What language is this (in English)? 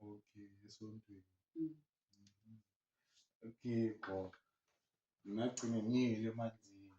Zulu